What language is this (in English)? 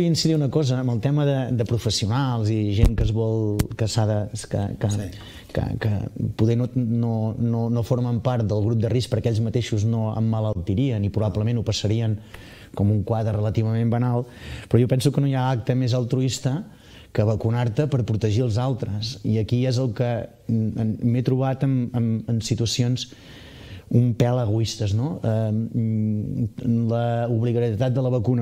Catalan